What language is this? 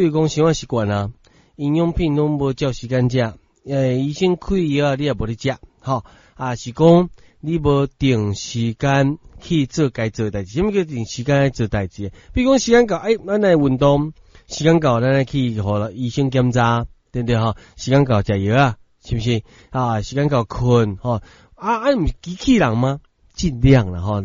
Min Nan Chinese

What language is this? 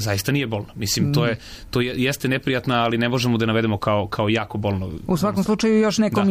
Serbian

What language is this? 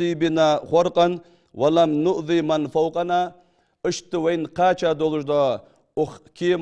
Ingush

